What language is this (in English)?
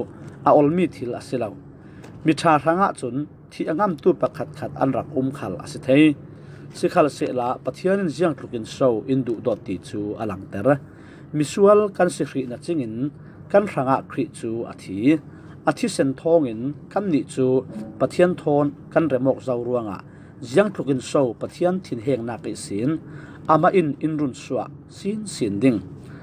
Falam Chin